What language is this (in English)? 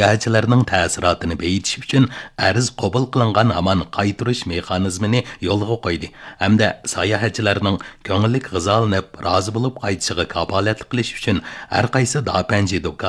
Uyghur